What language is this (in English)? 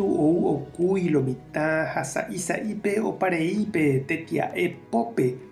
Guarani